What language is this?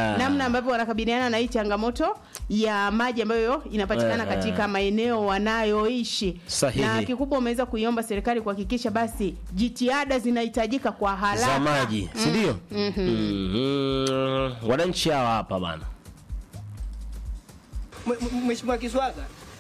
Swahili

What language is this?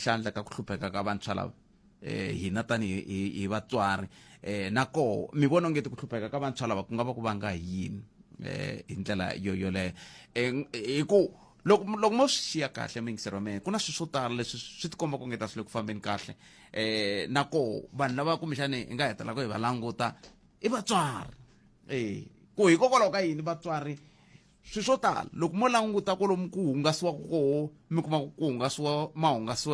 Tsonga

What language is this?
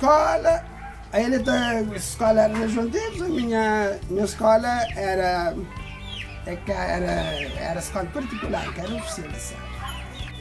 Kabuverdianu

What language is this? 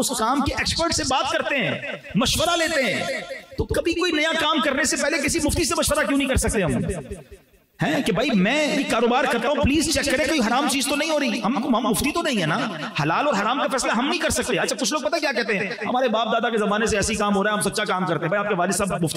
Urdu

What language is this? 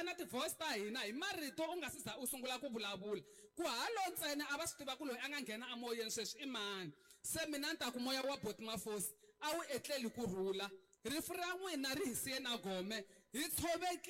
Tsonga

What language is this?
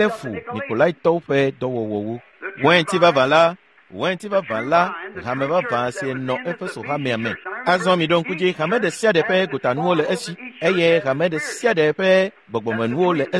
Ewe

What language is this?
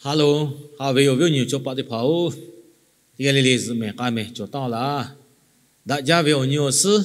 Lahu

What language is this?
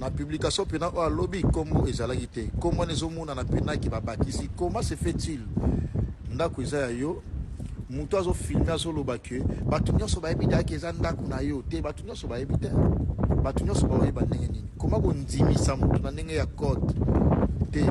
Lingala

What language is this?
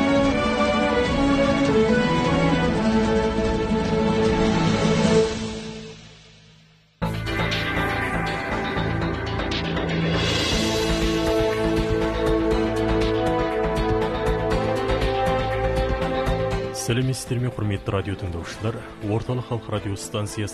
Kazakh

